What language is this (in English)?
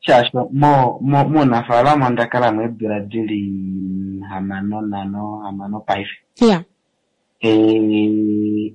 Kuanyama